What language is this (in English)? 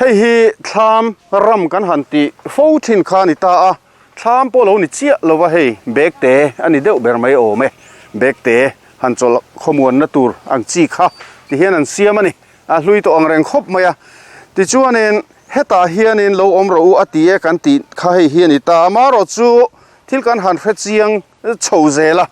Mizo